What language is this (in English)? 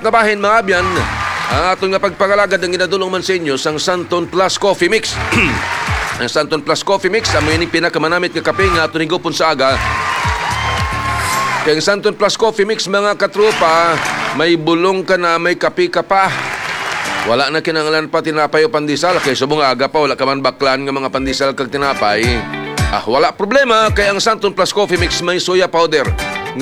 Hiligaynon